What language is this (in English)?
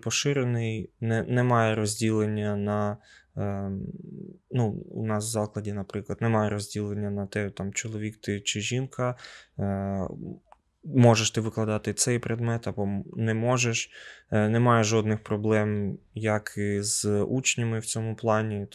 Ukrainian